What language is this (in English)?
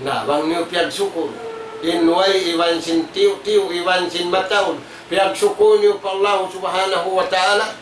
Tausug